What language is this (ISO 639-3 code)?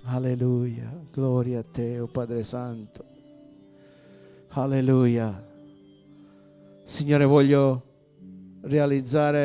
ita